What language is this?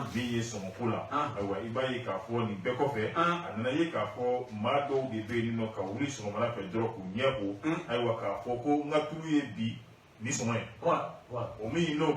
Bambara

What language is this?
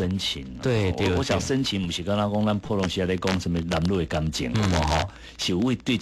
Min Nan Chinese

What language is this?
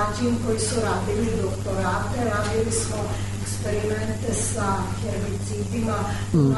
Serbian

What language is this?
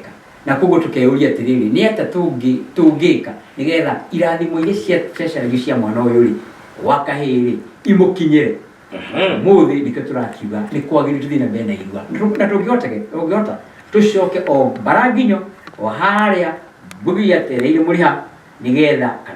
Kikuyu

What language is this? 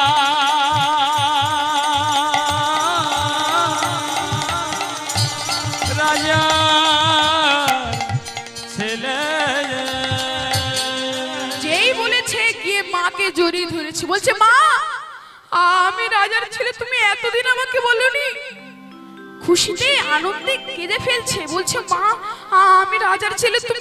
Bangla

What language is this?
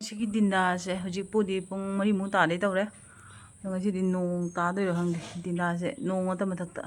Manipuri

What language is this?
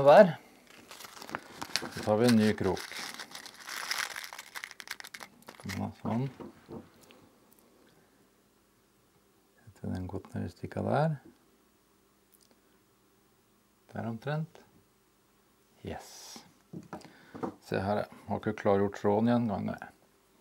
Norwegian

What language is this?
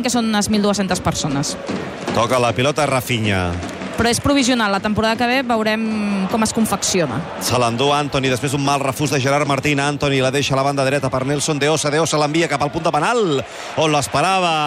Catalan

